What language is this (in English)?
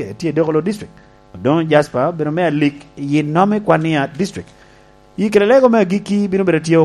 Lango (Uganda)